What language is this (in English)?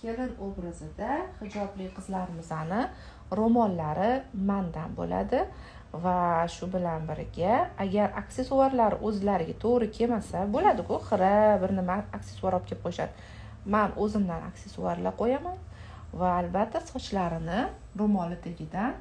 Uzbek